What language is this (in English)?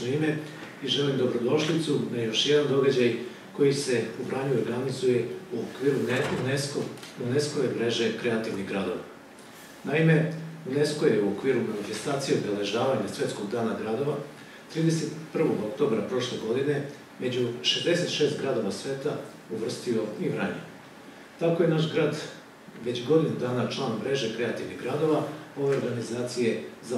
Serbian